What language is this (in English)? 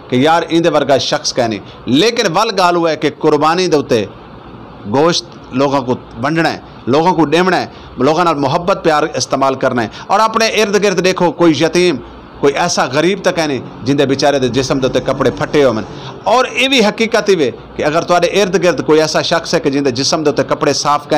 Saraiki